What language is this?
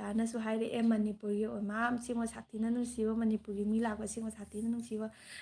Manipuri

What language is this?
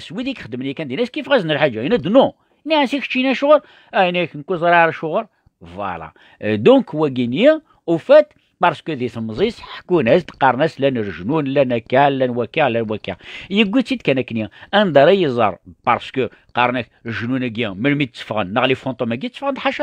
Kabyle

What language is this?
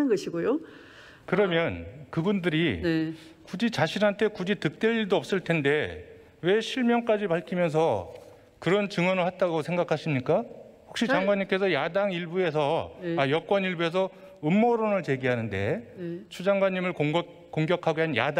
Korean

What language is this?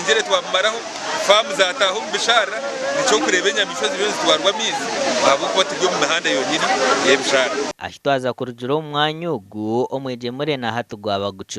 Nyankole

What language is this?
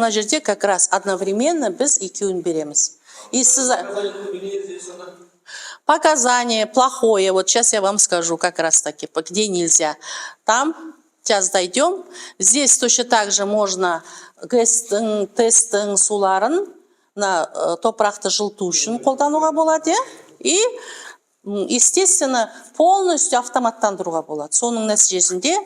Kazakh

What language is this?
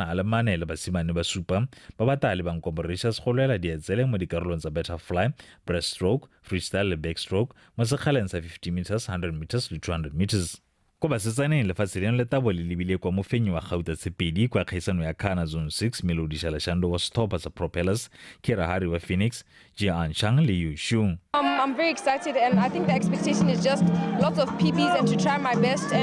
Tswana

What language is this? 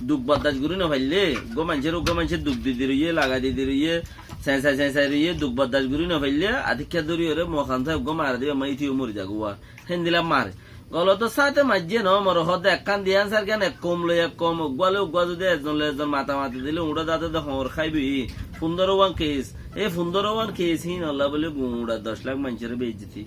Rohingya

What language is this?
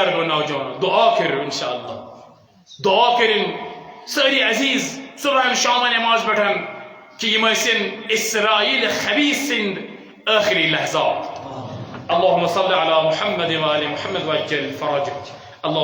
Kashmiri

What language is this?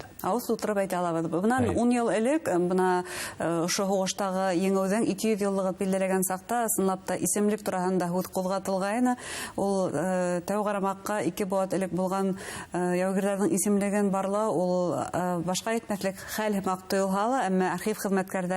Bashkir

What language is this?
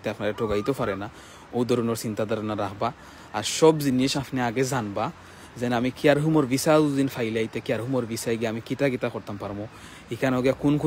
Sylheti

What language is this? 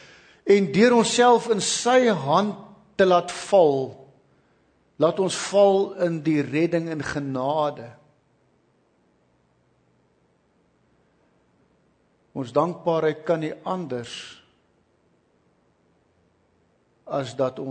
Afrikaans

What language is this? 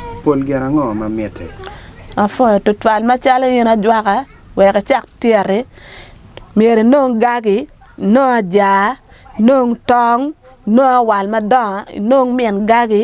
Acoli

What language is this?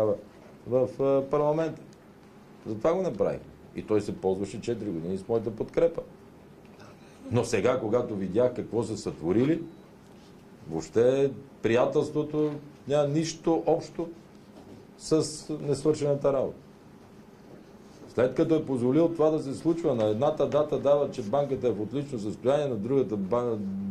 Bulgarian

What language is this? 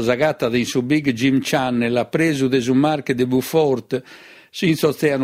Sardinian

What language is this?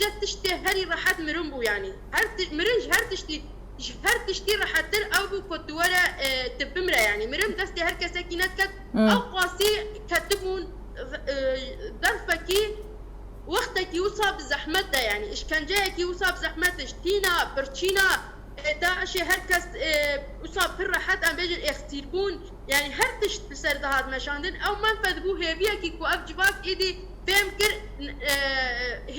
Kurdish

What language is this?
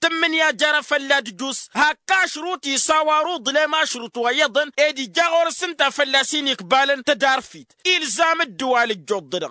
Tamasheq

